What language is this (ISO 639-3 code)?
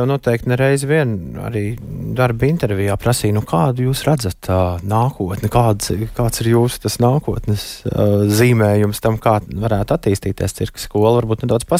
lav